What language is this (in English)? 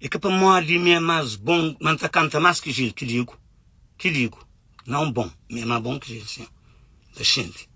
Kabuverdianu